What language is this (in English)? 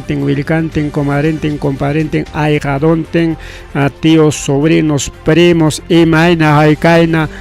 Ayacucho Quechua